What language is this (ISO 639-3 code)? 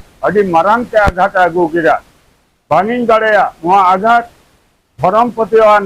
sat